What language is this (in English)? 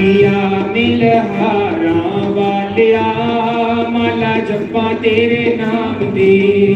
Dogri